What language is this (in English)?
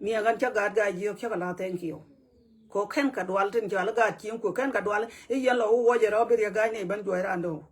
Nuer